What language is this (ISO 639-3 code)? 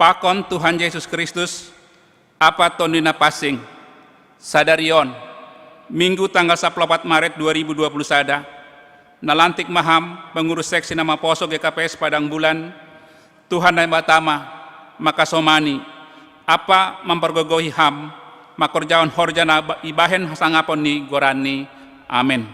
bts